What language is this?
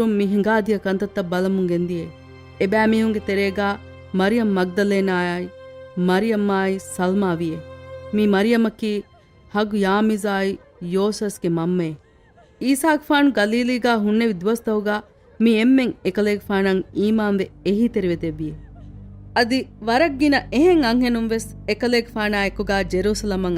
Divehi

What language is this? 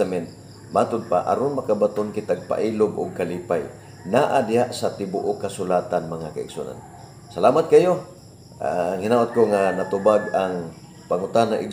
Cebuano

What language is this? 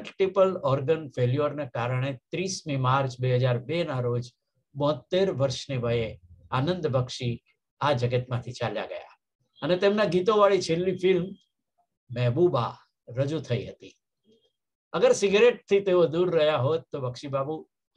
Gujarati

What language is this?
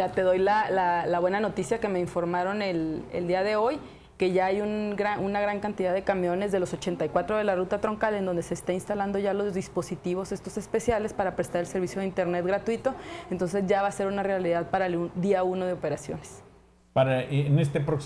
Spanish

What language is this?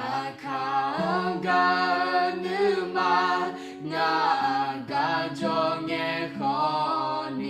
Akha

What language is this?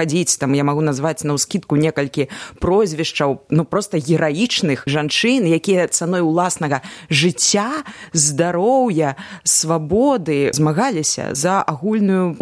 Belarusian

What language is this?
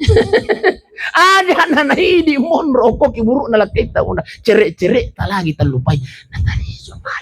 Buginese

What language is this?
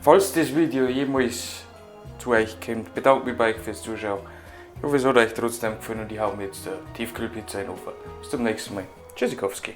Bavarian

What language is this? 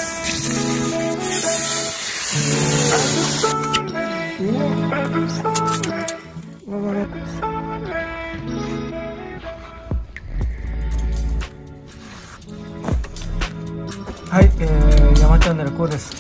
Japanese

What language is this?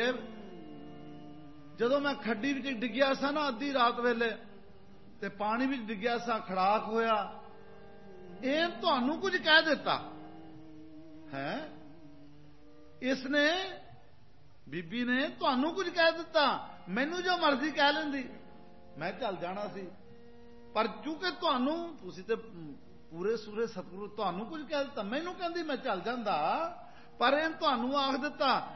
Punjabi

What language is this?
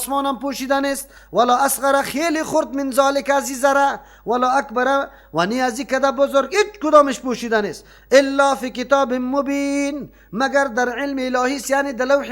Persian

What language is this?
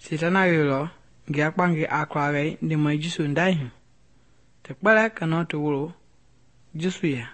Mende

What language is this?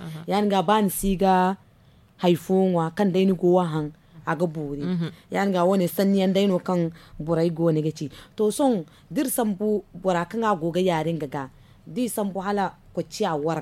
Zarma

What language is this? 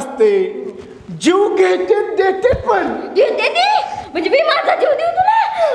Marathi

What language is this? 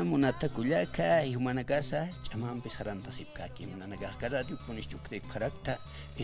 Aymara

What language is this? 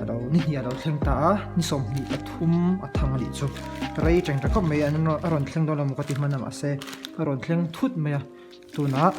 Mizo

